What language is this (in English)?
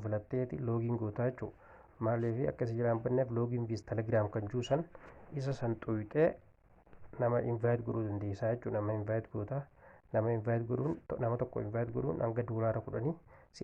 Oromo